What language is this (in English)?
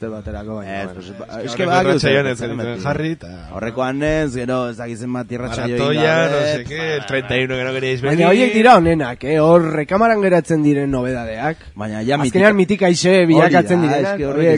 Basque